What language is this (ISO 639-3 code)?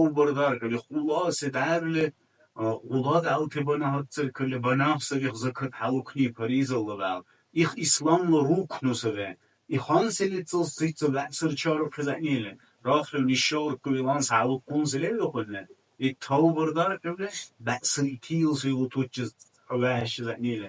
dar